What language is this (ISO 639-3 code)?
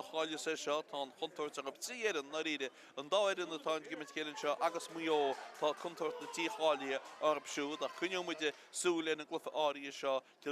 gle